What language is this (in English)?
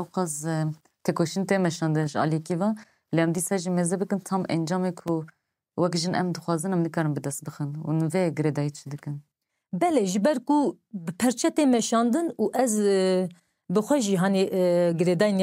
Kurdish